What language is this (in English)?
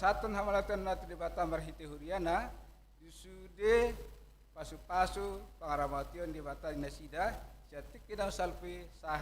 Batak Toba